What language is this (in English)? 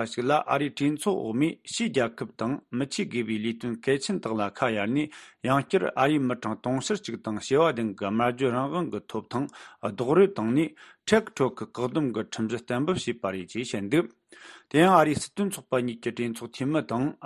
Tibetan